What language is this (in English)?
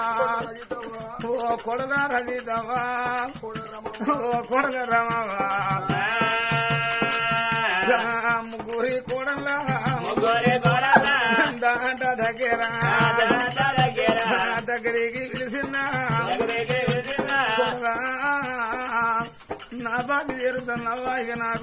Telugu